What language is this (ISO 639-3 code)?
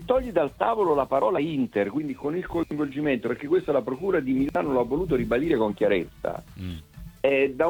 ita